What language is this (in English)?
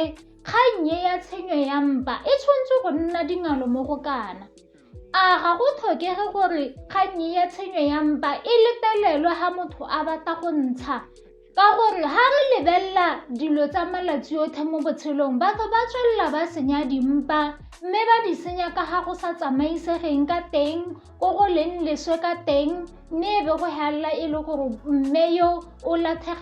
Tswana